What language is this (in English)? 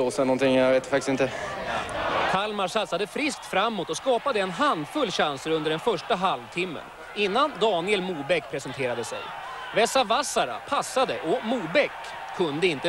Swedish